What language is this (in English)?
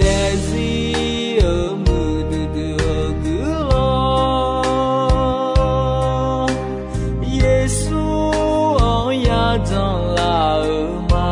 Akha